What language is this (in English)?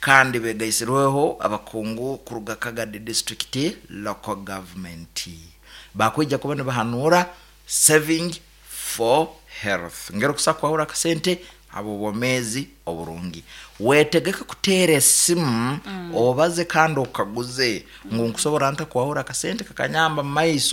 Nyankole